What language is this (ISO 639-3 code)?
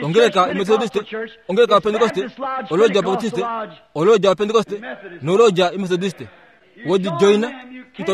kua